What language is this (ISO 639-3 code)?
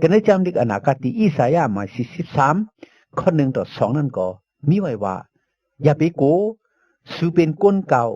shn